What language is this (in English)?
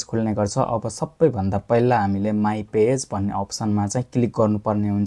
Nepali